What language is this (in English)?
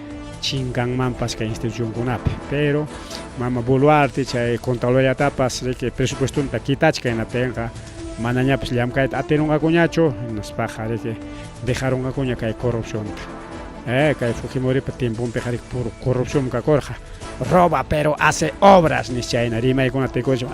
Ayacucho Quechua